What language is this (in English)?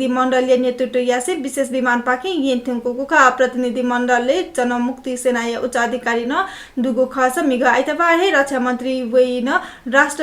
Newari